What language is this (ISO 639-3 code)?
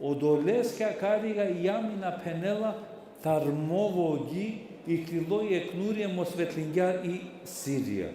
rmn